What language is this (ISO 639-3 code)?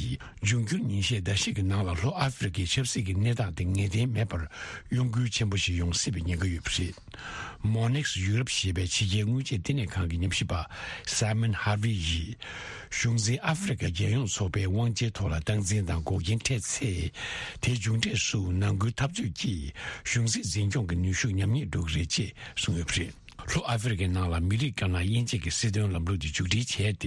bod